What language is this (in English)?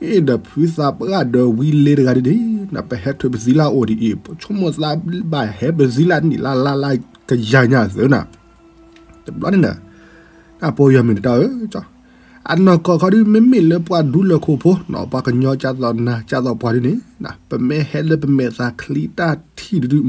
S'gaw Karen